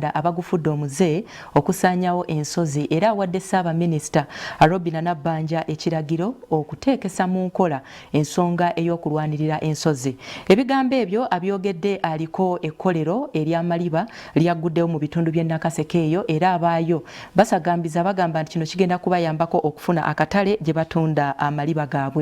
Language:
Ganda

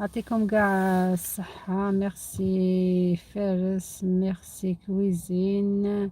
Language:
Algerian Arabic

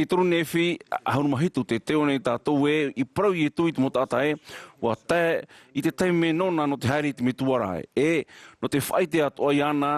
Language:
Tahitian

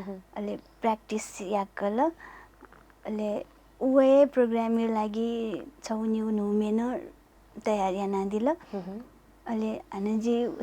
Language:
Newari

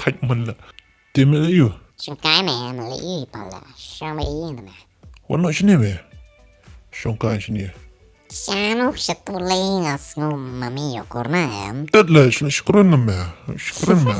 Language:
Khasi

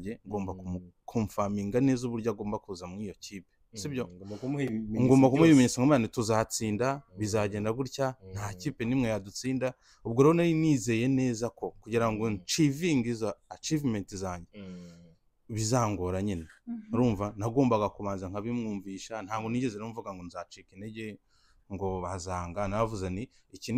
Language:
Kinyarwanda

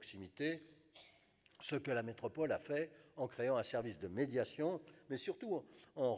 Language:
French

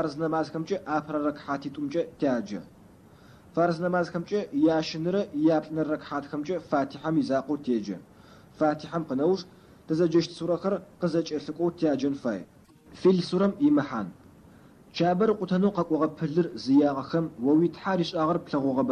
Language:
Adyghe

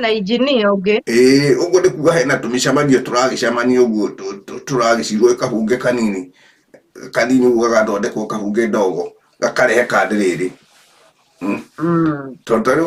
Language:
Kikuyu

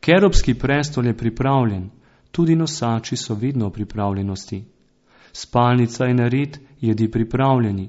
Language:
Slovenian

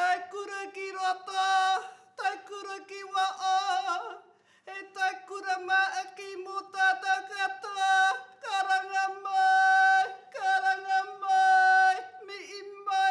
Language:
Māori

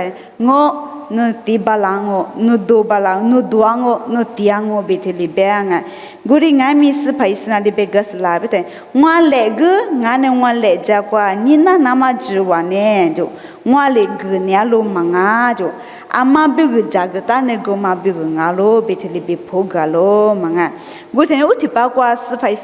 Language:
Lisu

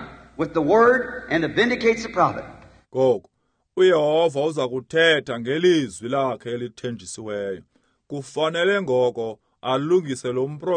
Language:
Xhosa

